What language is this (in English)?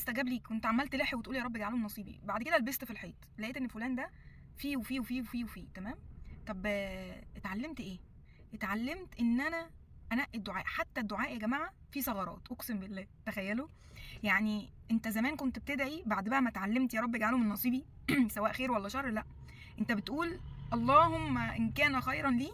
Egyptian Arabic